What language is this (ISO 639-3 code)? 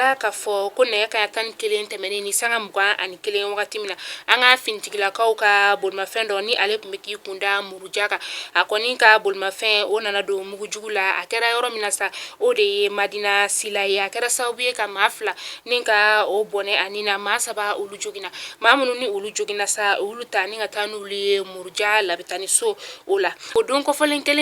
bam